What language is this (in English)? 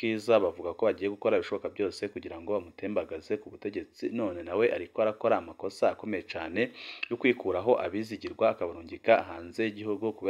Rundi